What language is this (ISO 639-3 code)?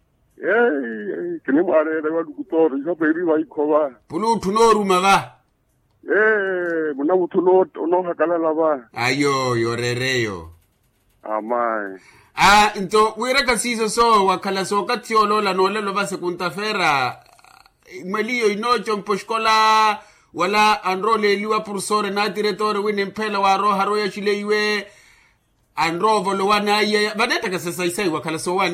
vmw